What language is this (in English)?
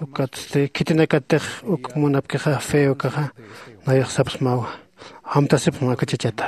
Aymara